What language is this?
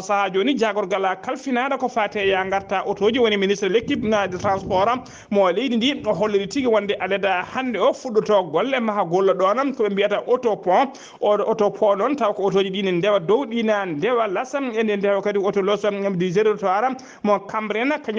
Fula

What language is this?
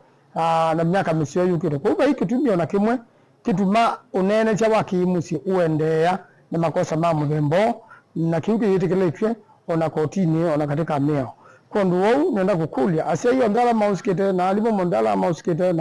Kamba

